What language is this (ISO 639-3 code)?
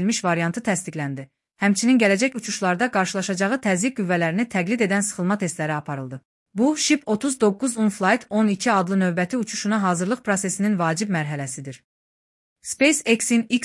aze